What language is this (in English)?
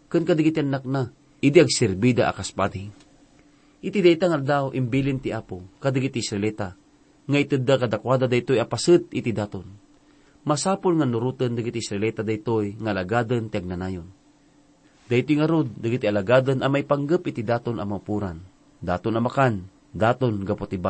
Iloko